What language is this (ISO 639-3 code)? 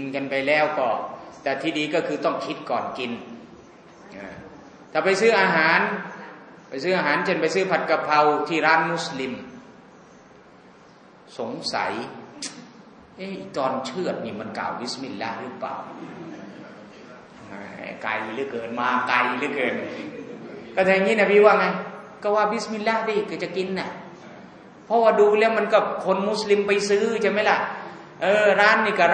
tha